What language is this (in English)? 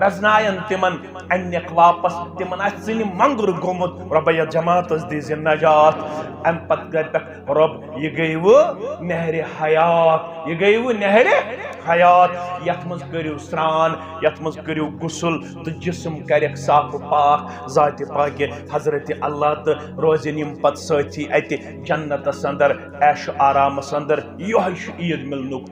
Kashmiri